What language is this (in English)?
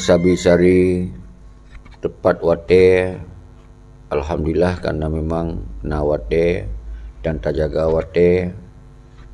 Achinese